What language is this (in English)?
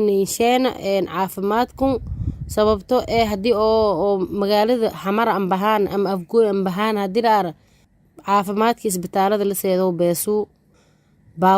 Somali